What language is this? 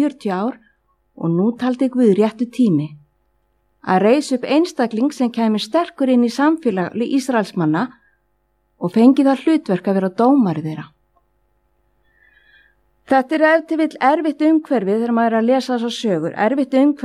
Icelandic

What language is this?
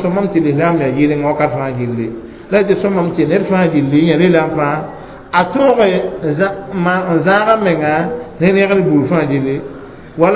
Mossi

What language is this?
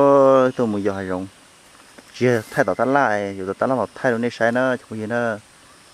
Hmong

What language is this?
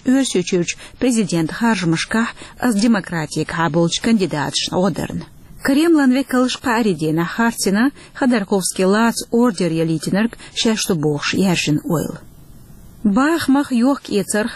Chechen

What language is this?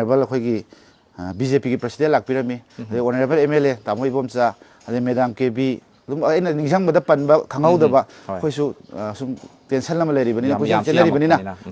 Manipuri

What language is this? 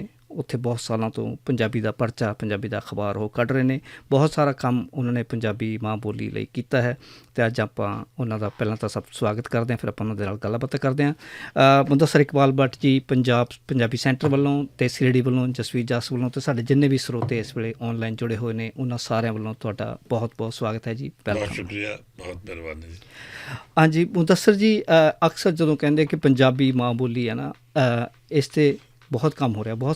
Western Panjabi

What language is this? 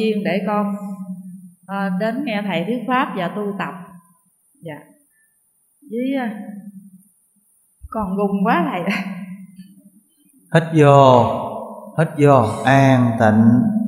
Vietnamese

